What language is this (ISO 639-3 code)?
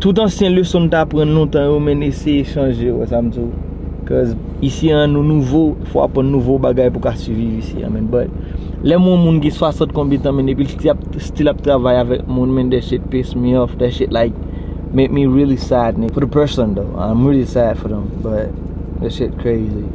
hat